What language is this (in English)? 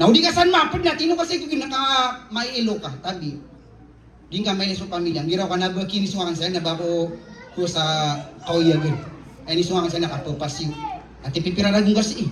Maranao